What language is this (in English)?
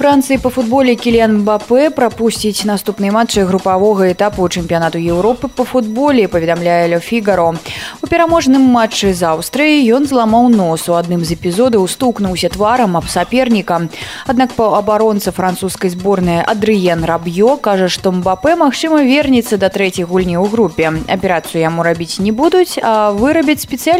Belarusian